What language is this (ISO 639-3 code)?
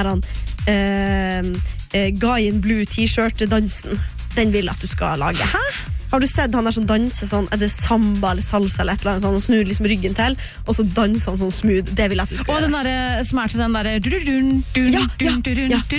nor